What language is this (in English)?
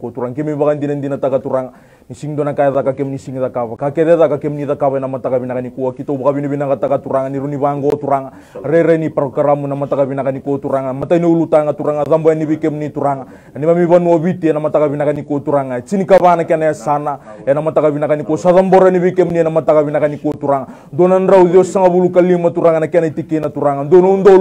Fijian